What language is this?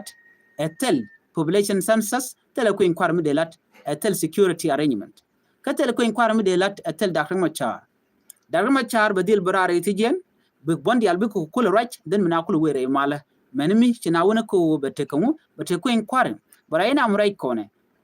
Nuer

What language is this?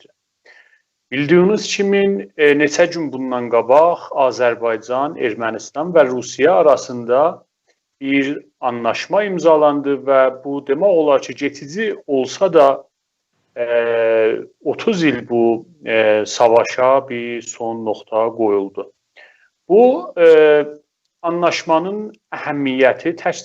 South Azerbaijani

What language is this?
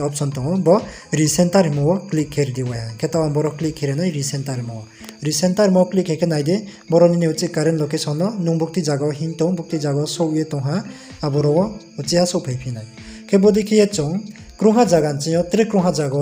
Riang (India)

